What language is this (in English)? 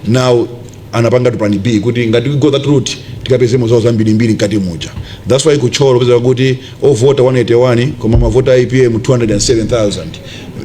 Nyanja